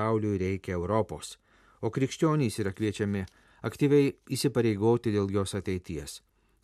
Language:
Lithuanian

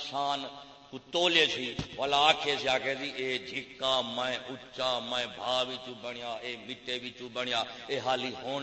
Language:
Saraiki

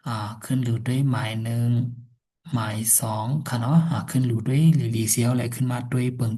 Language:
Shan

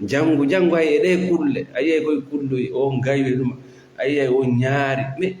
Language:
Fula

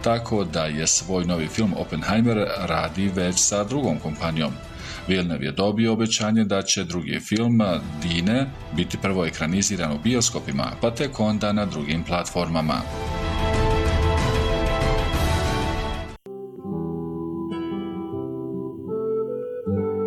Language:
Bosnian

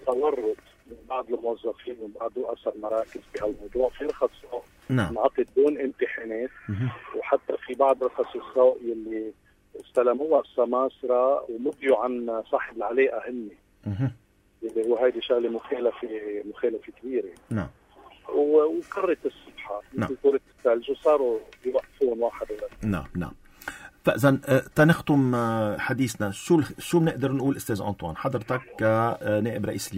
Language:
North Levantine Arabic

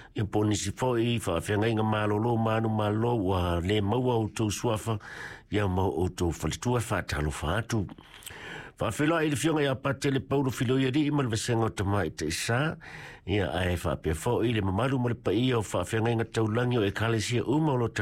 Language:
Samoan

